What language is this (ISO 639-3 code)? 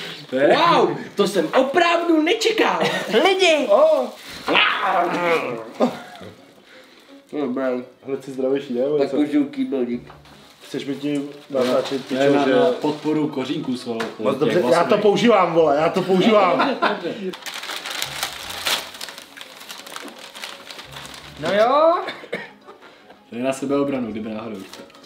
ces